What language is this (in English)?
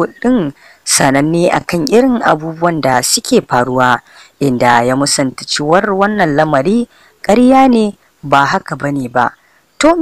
Hausa